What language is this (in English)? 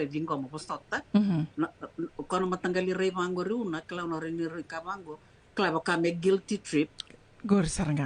Fijian